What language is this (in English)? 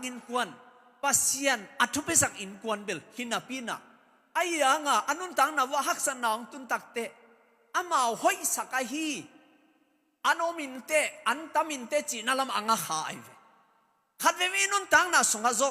Tedim Chin